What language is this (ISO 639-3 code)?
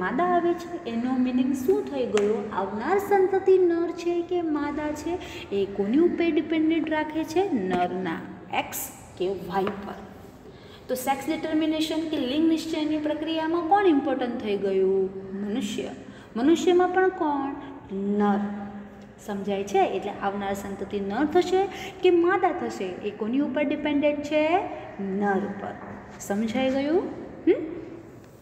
guj